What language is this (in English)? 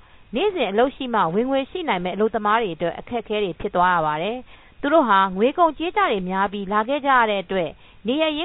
Burmese